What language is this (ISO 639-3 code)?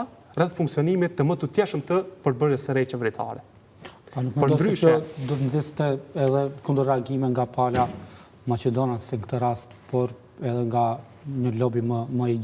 sqi